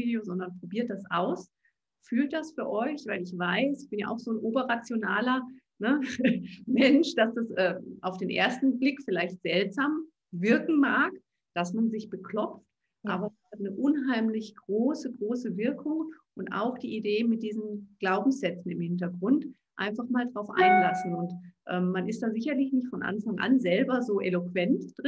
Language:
German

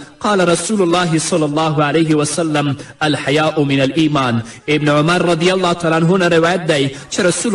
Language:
Pashto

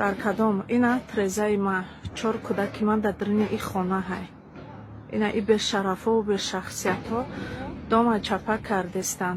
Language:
Tajik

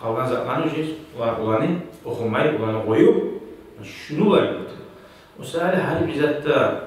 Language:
Kumyk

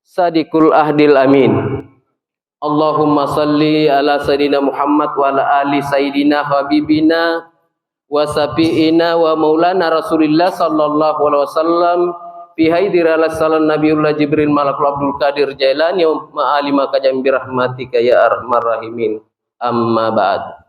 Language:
Makasar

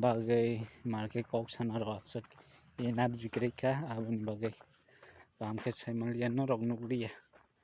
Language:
Kok Borok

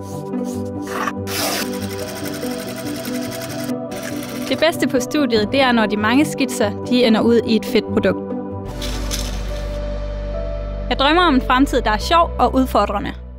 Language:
Danish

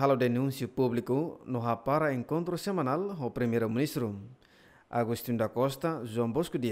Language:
Tetum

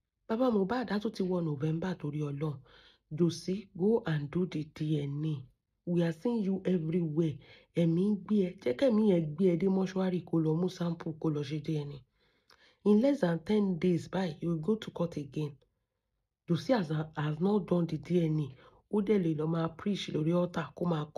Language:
Yoruba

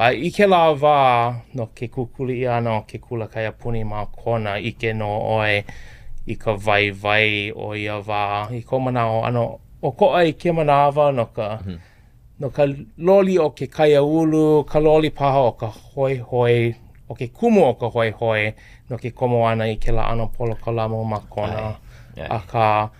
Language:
Hawaiian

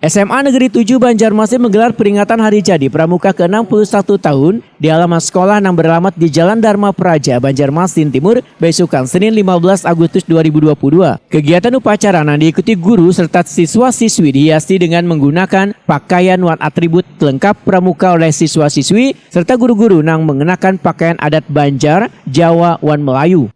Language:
Banjar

